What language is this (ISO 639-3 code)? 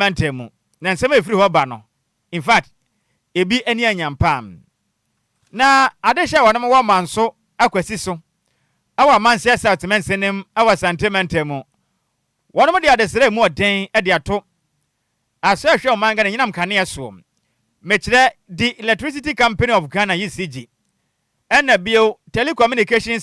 aka